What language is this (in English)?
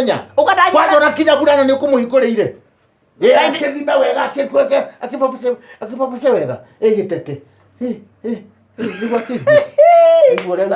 Kikuyu